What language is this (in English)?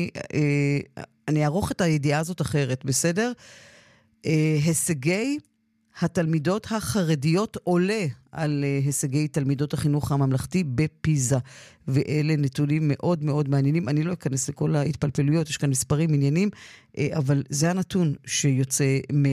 Hebrew